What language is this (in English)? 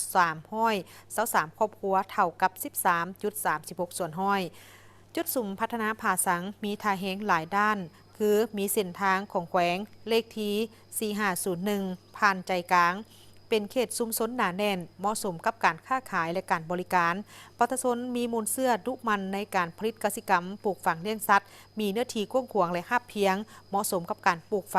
Lao